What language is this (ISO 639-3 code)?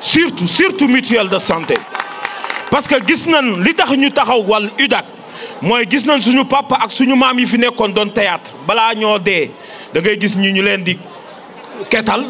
wol